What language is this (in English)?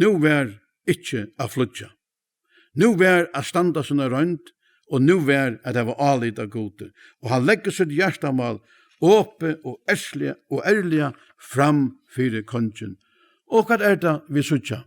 Faroese